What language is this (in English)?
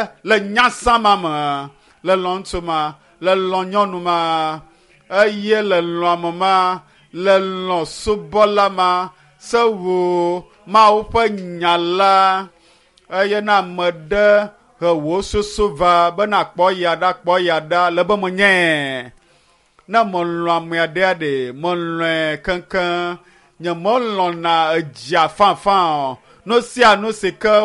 Ewe